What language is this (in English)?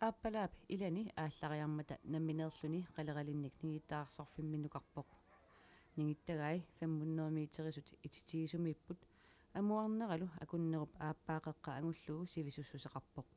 Kalaallisut